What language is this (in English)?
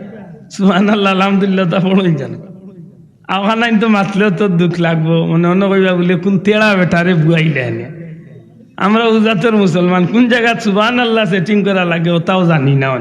Sylheti